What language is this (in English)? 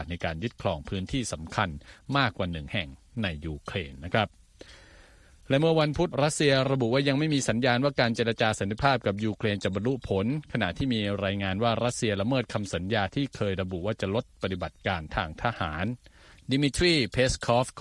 Thai